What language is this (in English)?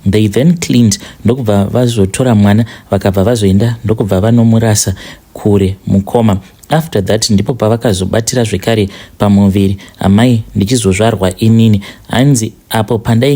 Shona